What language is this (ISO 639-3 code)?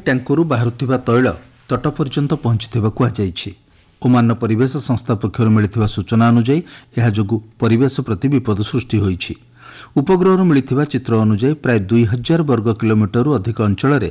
ori